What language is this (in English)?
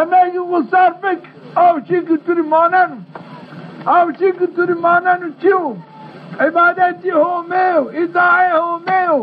Zaza